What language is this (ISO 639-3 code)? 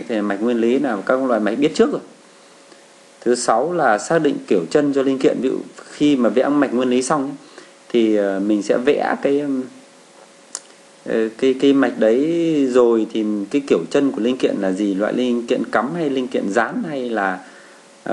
vie